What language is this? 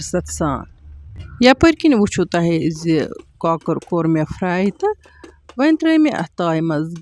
Kashmiri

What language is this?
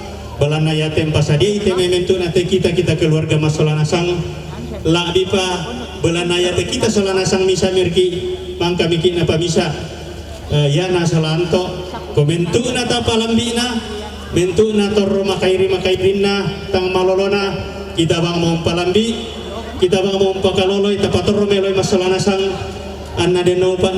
Toraja-Sa'dan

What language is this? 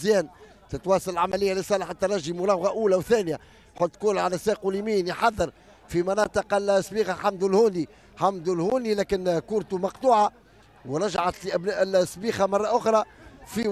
Tunisian Arabic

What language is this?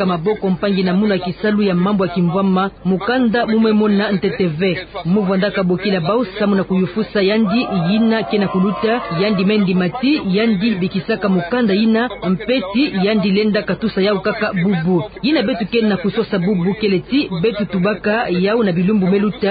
Kituba (Democratic Republic of Congo)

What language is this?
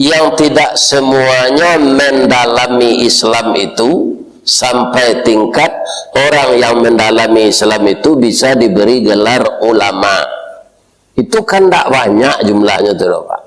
Minangkabau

